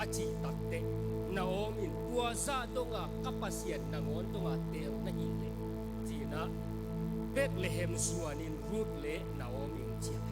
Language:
Tedim Chin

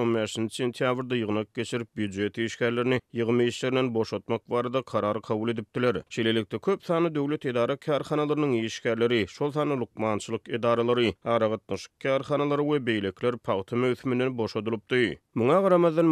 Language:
Turkmen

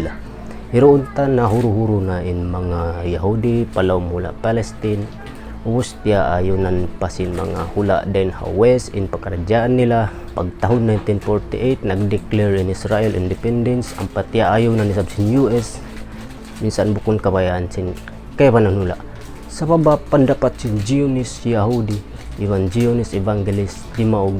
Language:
Tausug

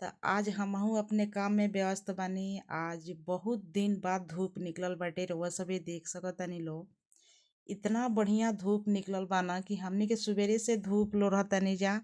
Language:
Bhojpuri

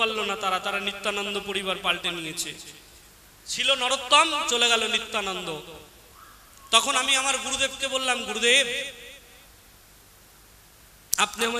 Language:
Bangla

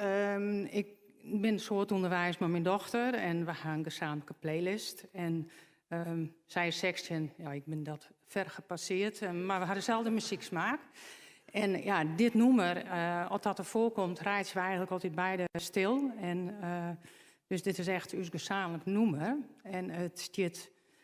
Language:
Western Frisian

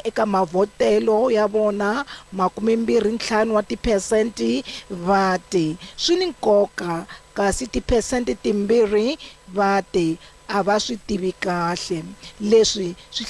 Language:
Tsonga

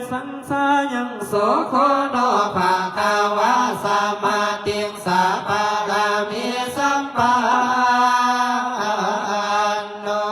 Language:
Pali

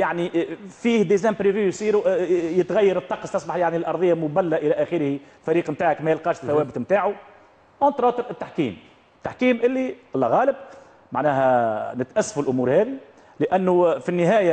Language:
Tunisian Arabic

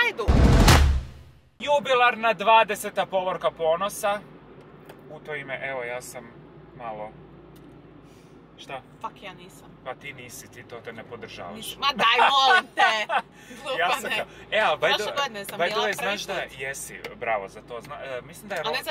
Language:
Croatian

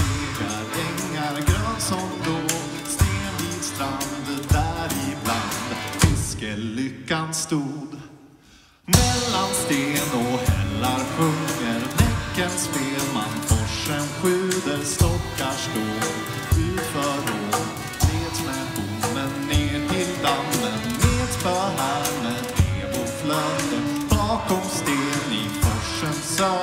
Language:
Swedish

